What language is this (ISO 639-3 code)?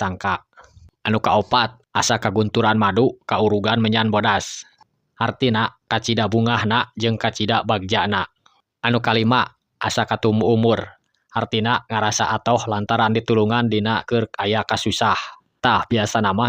sun